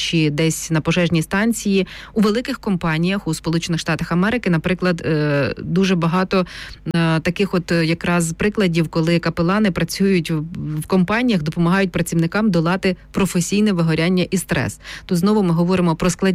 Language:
Ukrainian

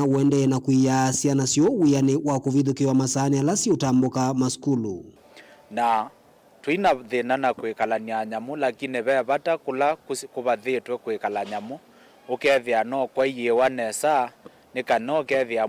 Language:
Kamba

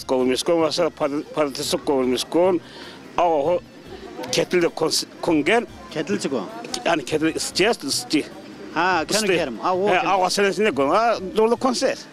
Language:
Zaza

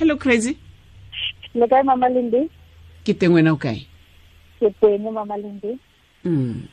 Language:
Tswana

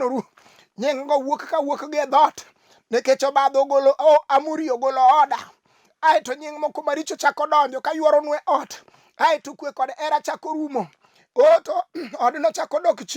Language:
Luo (Kenya and Tanzania)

